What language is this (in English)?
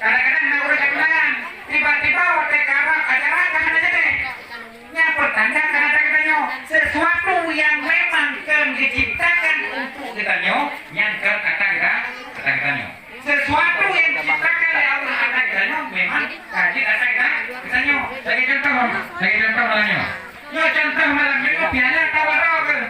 Achinese